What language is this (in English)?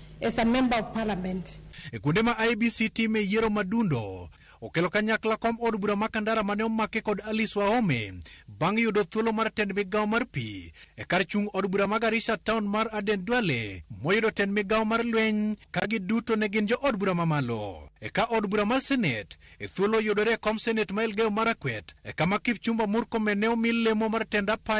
Luo (Kenya and Tanzania)